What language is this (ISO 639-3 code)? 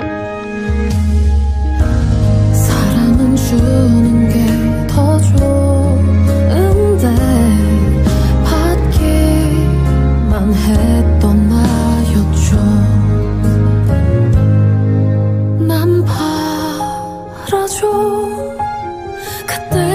kor